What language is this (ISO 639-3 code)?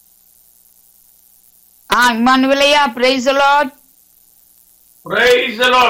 tam